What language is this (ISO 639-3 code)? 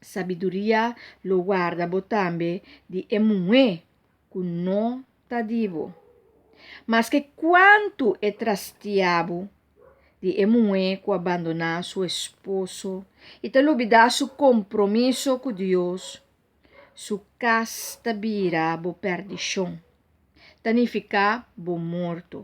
pap